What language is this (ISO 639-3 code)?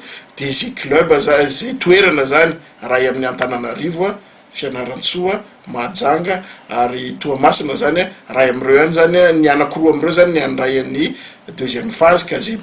mlg